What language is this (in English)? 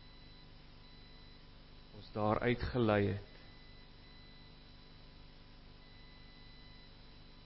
Afrikaans